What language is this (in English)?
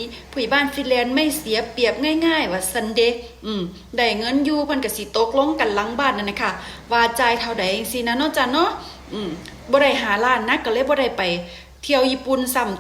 Lao